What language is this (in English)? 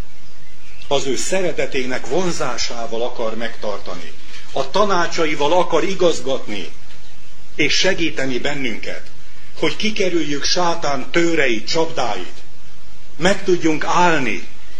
Hungarian